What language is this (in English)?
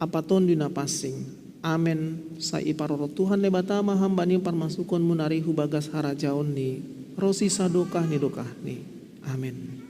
Batak Simalungun